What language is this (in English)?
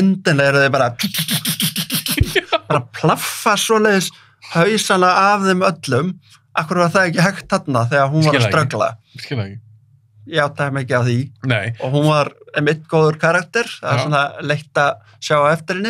Icelandic